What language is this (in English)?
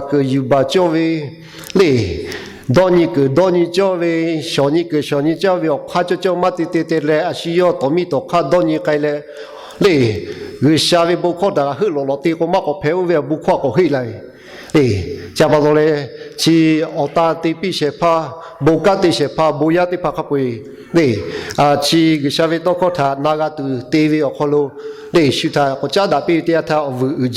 Lahu